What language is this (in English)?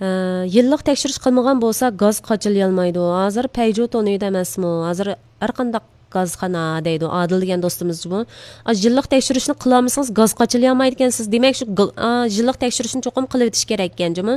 Uyghur